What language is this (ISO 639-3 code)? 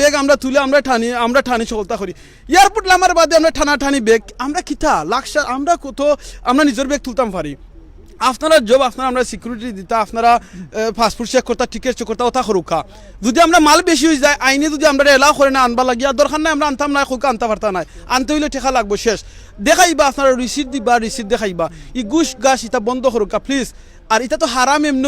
syl